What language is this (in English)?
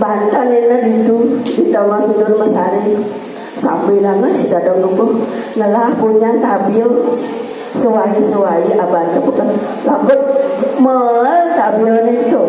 Balinese